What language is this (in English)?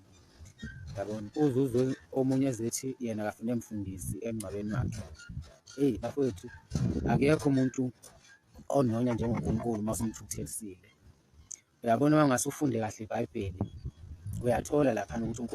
Zulu